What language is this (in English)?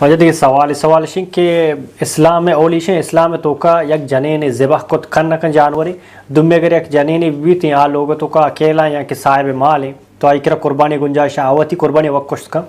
Baluchi